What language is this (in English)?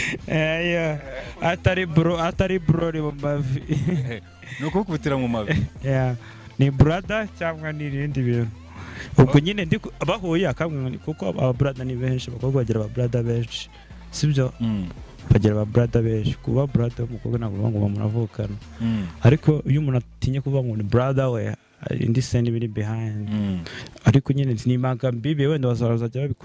Kinyarwanda